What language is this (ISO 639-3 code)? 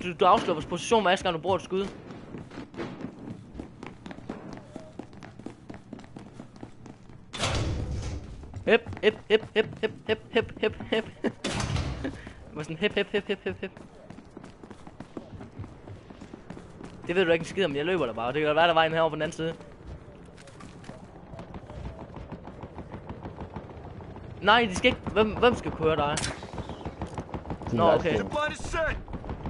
dan